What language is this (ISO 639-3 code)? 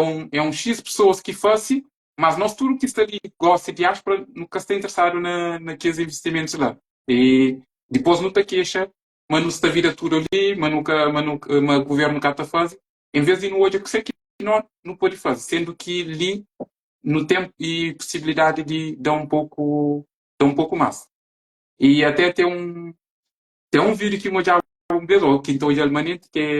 kea